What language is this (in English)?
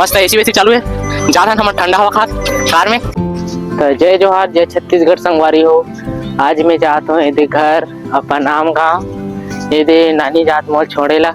Chhattisgarhi